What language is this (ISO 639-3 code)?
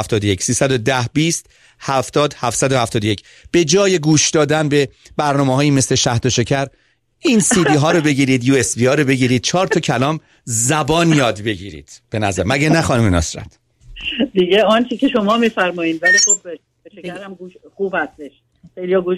fas